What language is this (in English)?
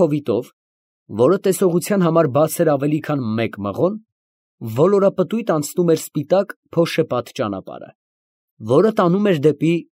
Armenian